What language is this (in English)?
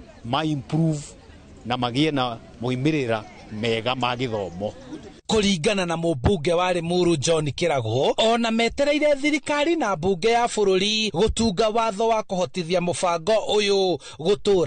Kikuyu